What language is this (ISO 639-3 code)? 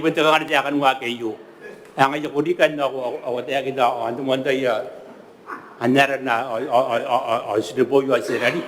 gil